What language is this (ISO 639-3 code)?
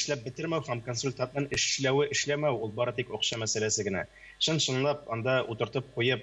tat